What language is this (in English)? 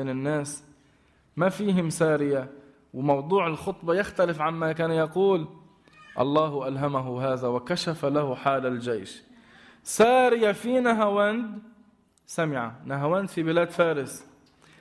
Arabic